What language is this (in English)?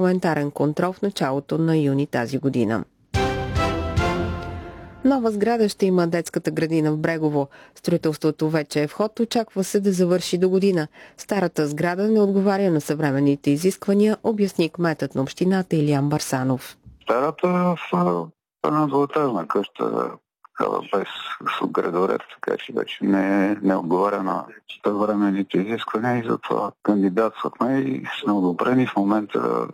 Bulgarian